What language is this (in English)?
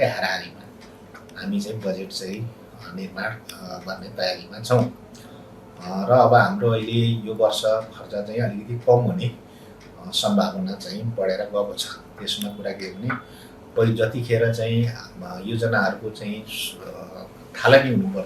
Nepali